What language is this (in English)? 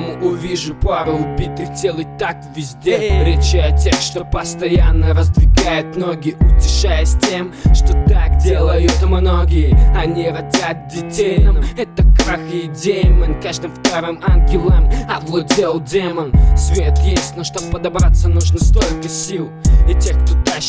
Russian